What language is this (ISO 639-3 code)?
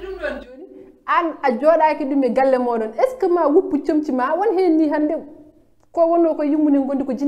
ful